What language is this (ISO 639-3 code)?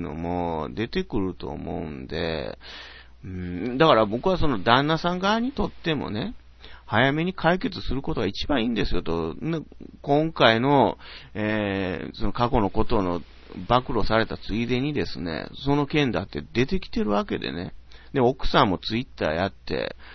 jpn